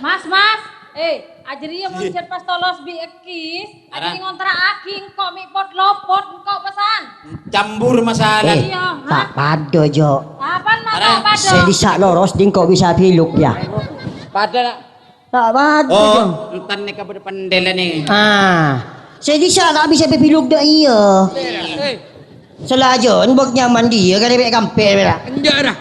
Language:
Madurese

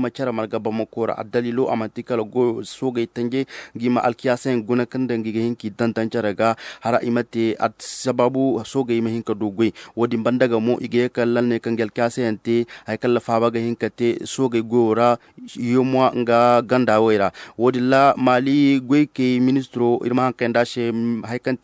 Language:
Zarma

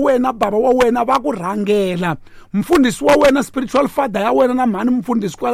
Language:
Tsonga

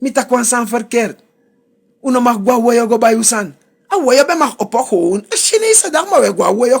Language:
Sranan Tongo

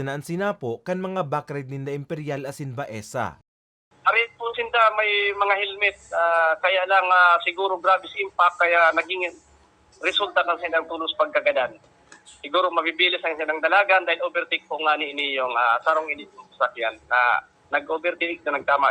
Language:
Bikol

